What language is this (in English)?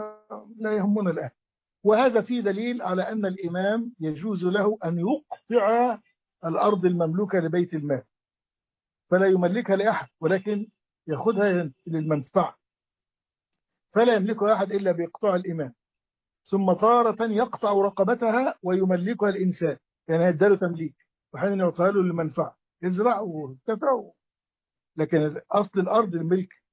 Arabic